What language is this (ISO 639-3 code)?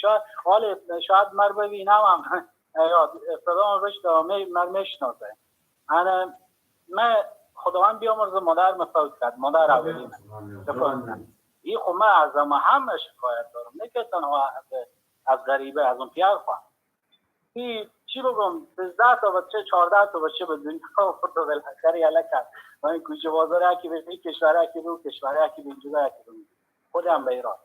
fas